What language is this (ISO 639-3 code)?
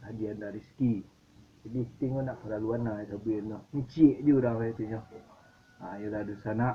min